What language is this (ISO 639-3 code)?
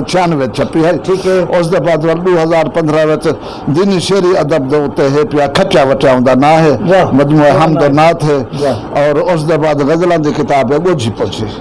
skr